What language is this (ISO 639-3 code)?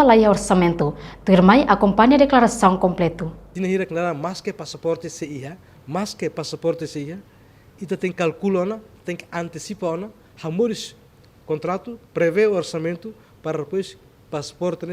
tet